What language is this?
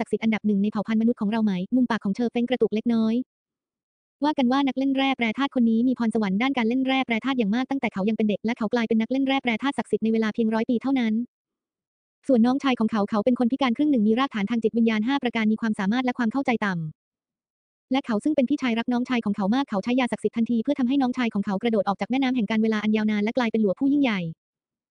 Thai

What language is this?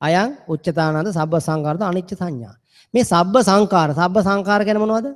Sinhala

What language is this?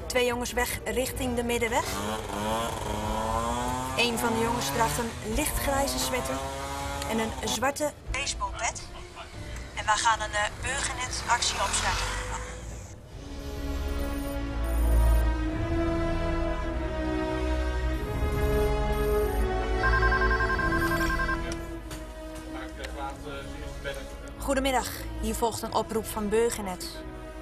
Dutch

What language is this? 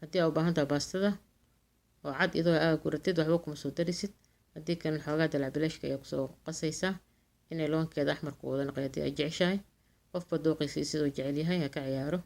Somali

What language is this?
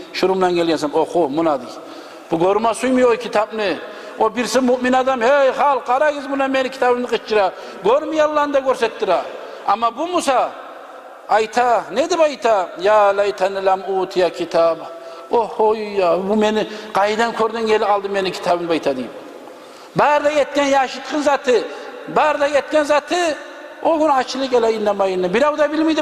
Kumyk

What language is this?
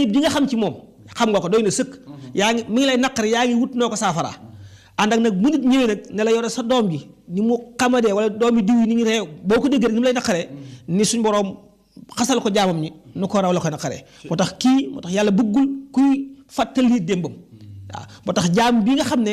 Wolof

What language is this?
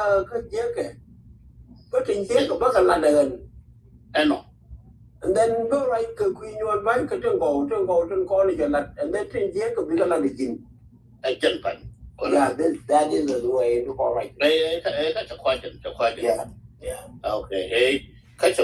Nuer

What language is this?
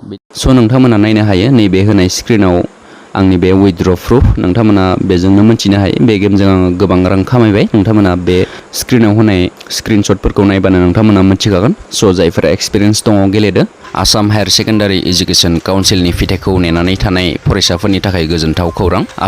Bodo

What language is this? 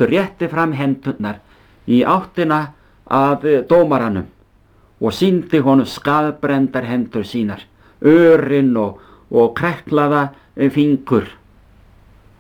Icelandic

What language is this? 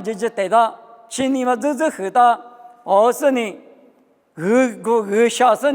Lisu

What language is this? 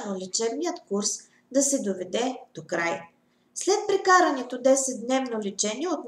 Bulgarian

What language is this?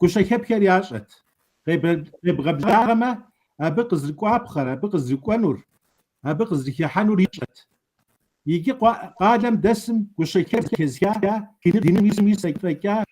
Kabardian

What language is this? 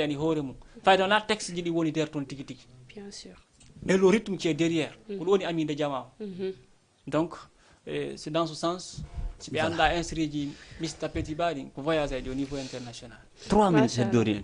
Fula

